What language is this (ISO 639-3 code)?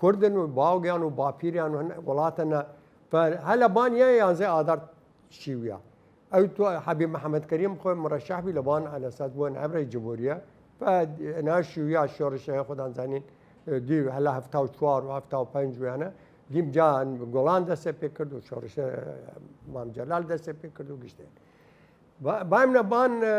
sdh